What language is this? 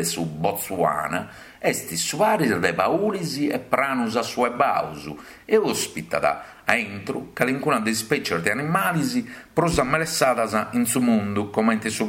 Sardinian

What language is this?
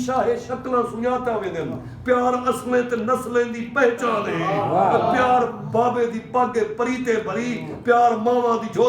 Saraiki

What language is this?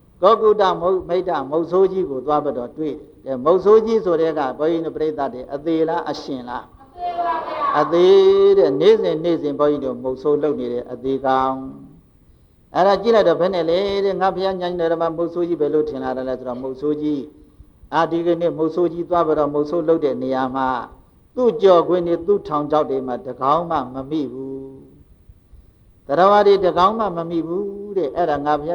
Burmese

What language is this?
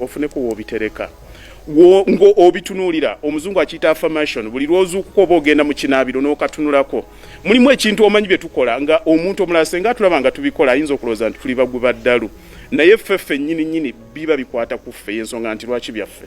Ganda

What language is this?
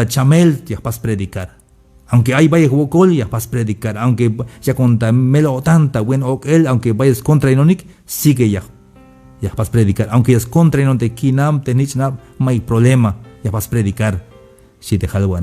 Tzeltal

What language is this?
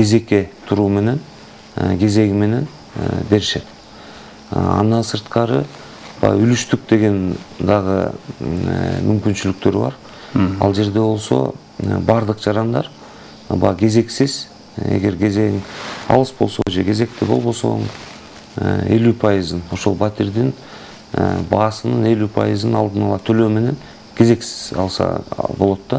Kyrgyz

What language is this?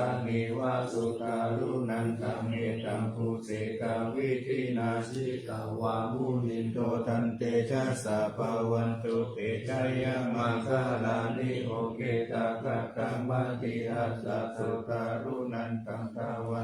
Pali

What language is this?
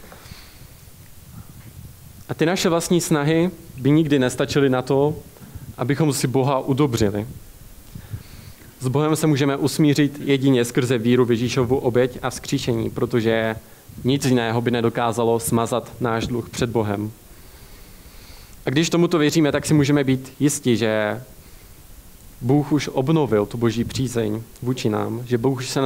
Czech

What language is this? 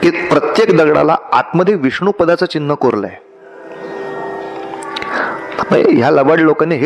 Marathi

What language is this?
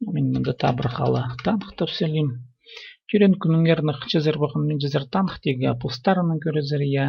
Khakas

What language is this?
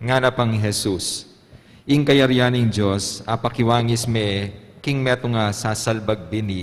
Pampanga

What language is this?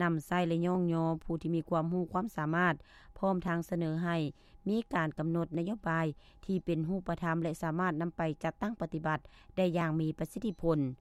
Lao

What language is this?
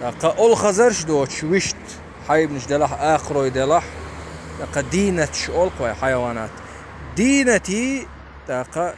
Chechen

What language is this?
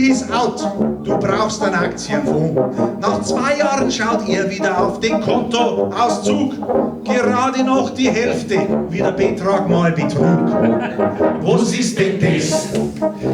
Bavarian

